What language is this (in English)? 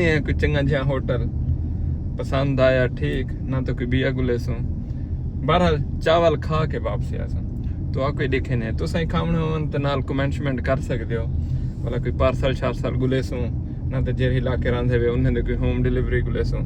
Saraiki